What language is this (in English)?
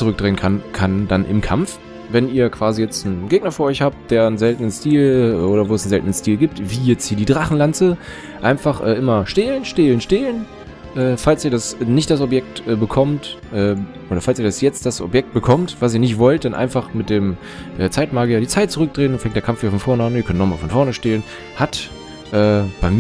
German